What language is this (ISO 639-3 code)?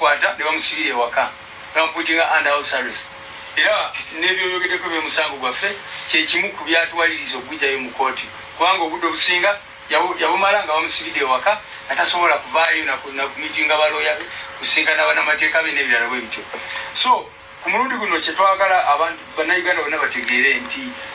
lug